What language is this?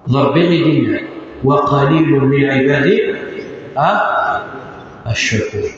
Kabyle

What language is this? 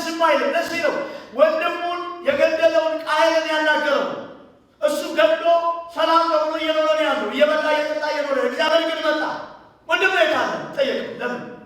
Amharic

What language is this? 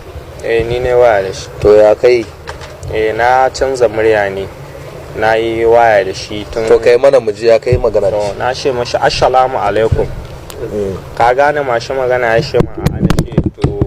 Hausa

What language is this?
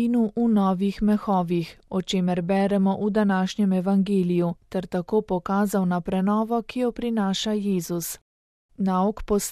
Slovenian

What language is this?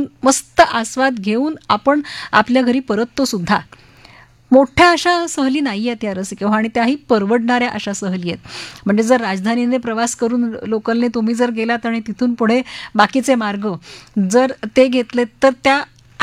Marathi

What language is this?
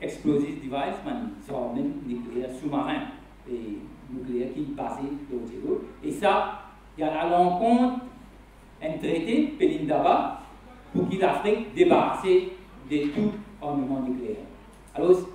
Morisyen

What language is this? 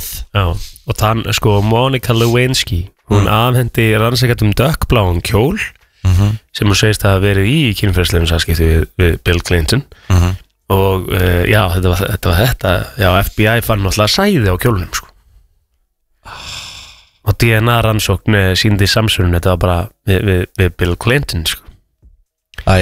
Icelandic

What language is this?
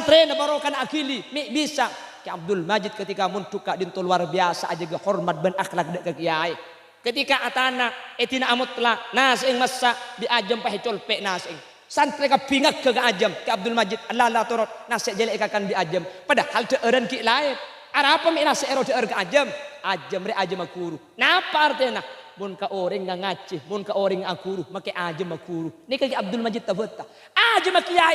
Madurese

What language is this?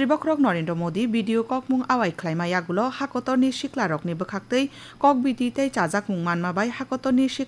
Kok Borok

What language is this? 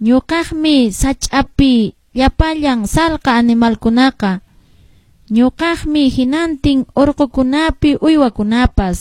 Quechua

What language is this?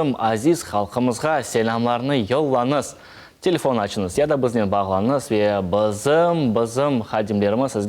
Crimean Tatar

